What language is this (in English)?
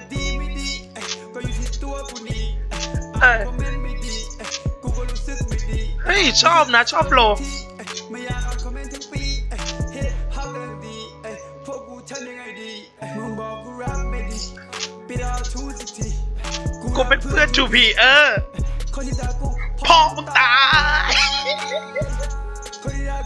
Thai